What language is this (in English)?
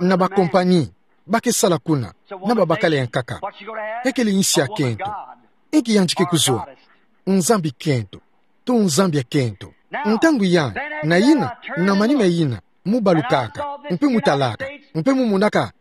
Kituba (Democratic Republic of Congo)